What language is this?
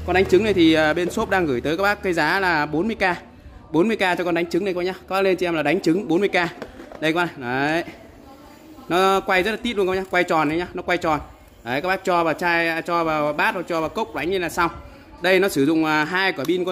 Vietnamese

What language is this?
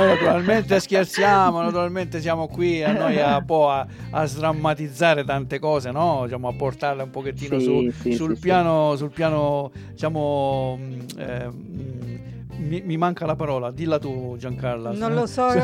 Italian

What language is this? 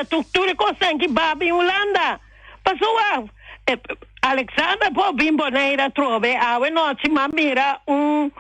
Papiamento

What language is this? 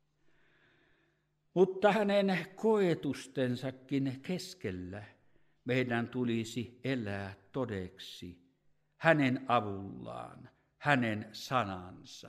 Finnish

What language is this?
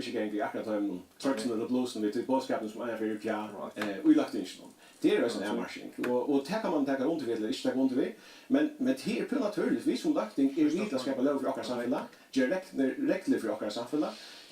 Faroese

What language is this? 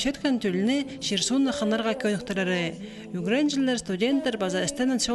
Khakas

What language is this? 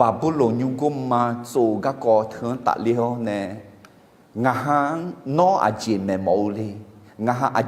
Akha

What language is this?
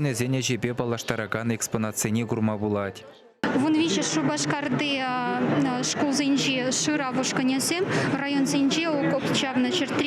Chuvash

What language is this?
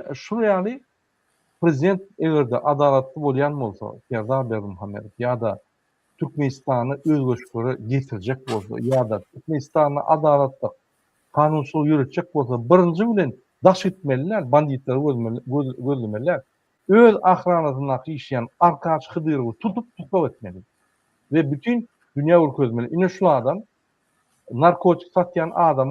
Turkmen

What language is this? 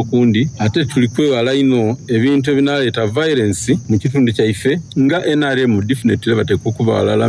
Soga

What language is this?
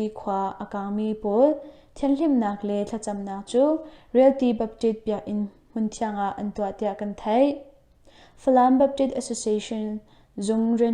Hakha Chin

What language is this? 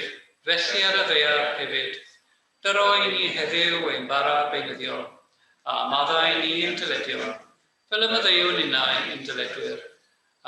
Welsh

